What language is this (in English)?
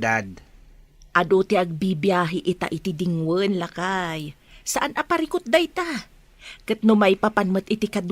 Iloko